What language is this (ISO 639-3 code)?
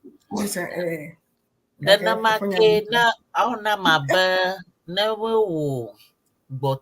ewe